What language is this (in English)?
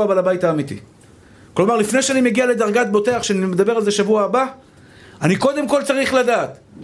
Hebrew